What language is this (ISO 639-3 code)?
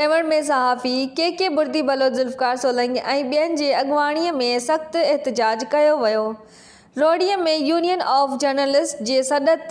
snd